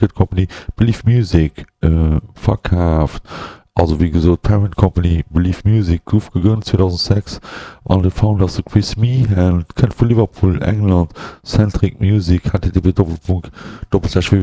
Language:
Luxembourgish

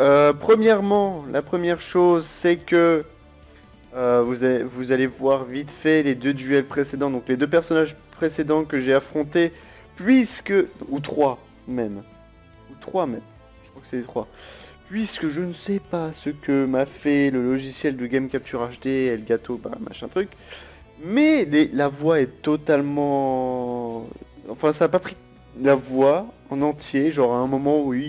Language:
French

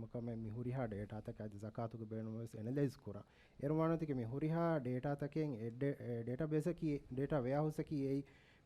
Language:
Divehi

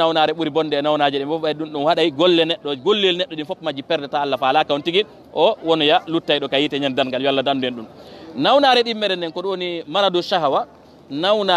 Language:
Fula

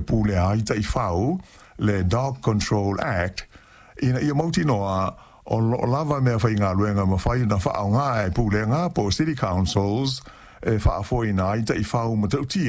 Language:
Samoan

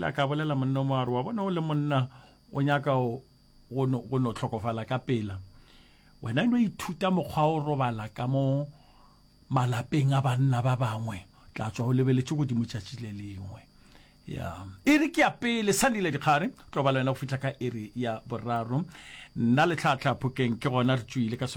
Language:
Northern Sotho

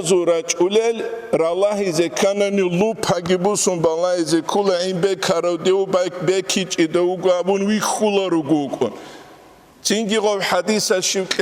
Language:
Avaric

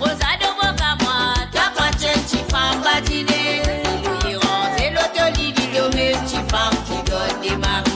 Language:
Morisyen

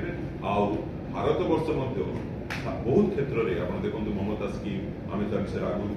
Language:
Odia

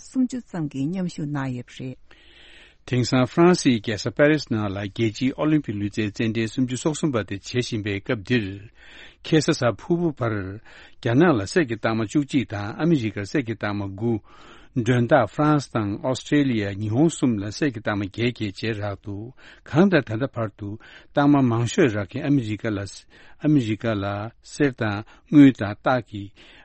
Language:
Tibetan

